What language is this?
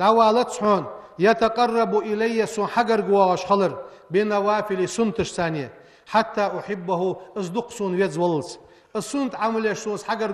Ingush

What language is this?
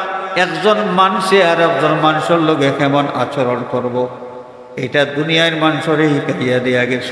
Sylheti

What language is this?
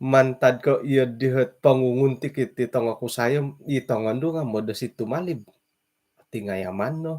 Central Dusun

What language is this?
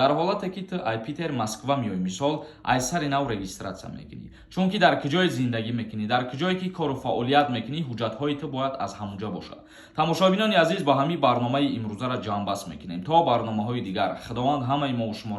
Tajik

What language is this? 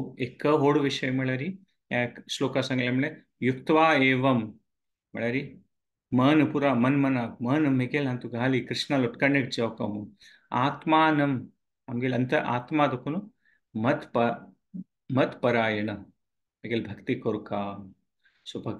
Konkani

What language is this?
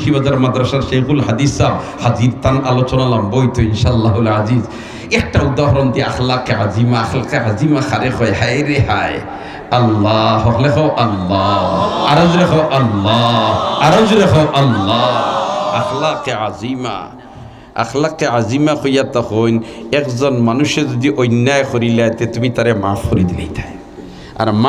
Sylheti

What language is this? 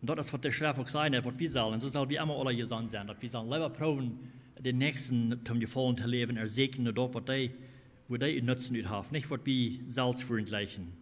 Plautdietsch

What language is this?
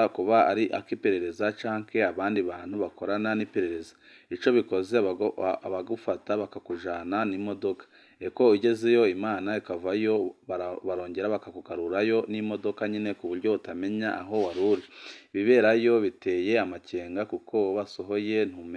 Rundi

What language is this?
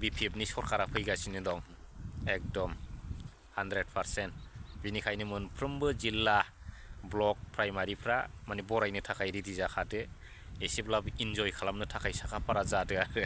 Bodo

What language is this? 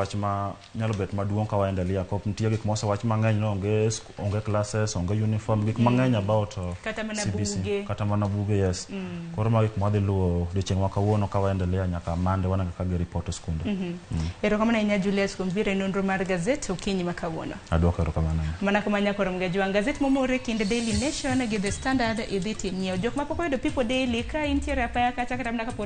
Luo (Kenya and Tanzania)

